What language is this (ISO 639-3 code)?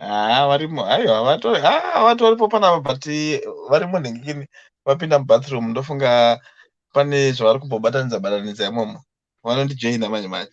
sna